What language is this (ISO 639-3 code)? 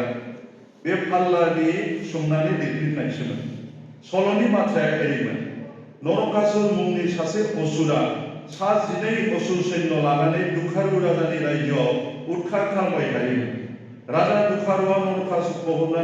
brx